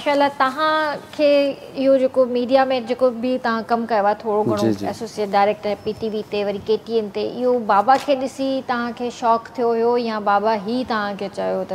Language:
Sindhi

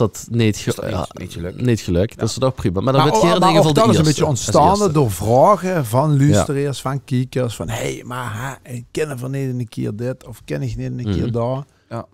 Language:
Limburgish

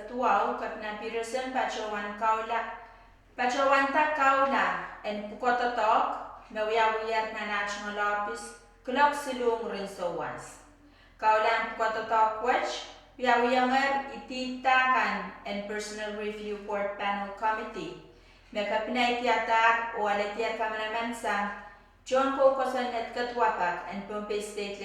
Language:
Pohnpeian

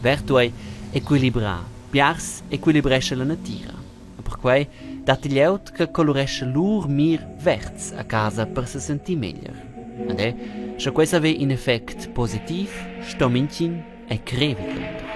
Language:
Romansh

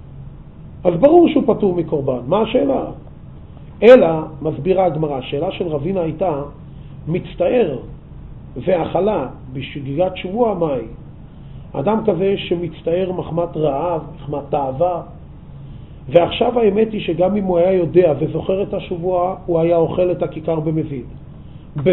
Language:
Hebrew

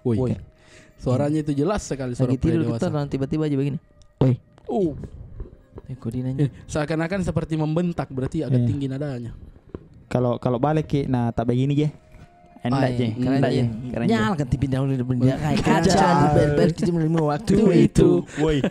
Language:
Makassar Malay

